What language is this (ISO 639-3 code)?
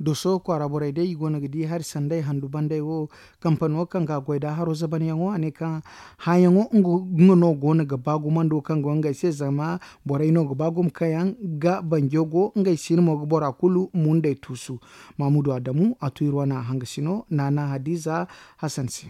dje